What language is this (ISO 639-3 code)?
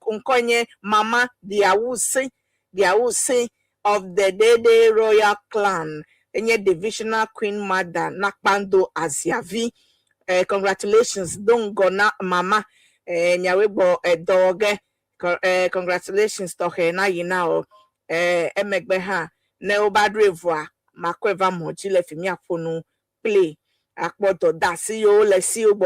ewe